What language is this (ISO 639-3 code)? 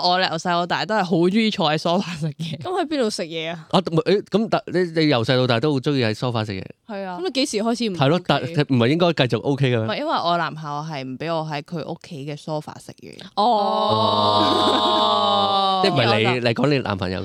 yue